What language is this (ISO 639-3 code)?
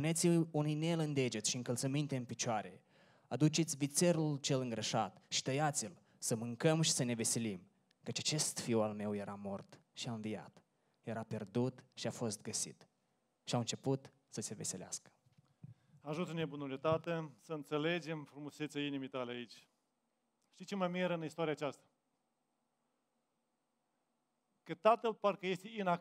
ron